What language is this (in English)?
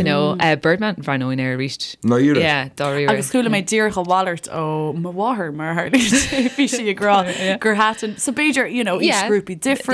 Irish